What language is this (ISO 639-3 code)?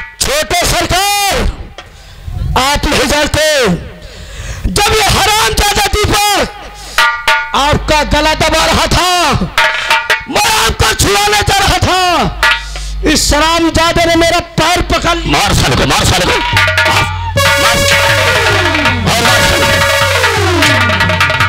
hin